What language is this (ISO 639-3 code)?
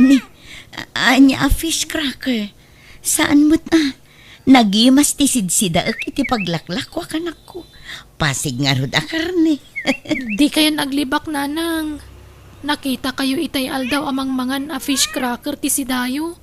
ilo